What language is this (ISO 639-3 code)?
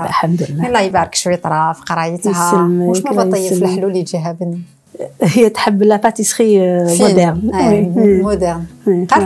arq